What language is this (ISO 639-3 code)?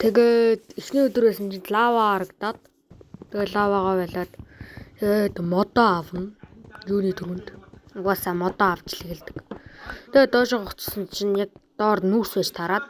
mon